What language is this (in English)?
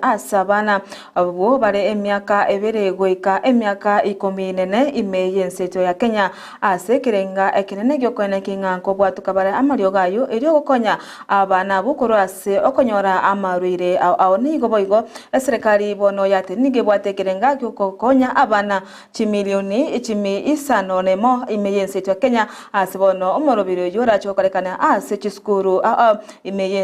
Gusii